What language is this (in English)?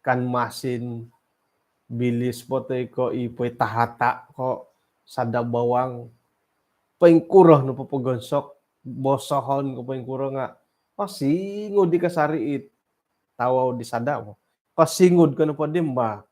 Central Dusun